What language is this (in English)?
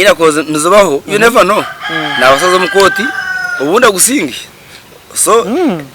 Nyankole